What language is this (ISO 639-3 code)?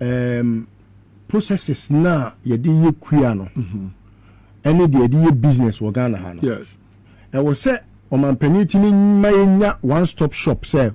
aka